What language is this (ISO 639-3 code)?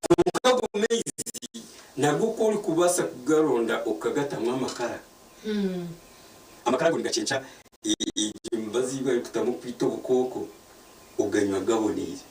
nyn